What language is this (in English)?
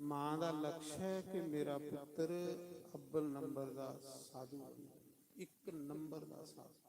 Dogri